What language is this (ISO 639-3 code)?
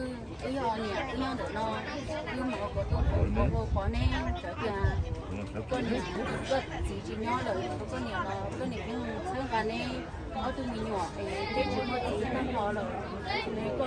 hmn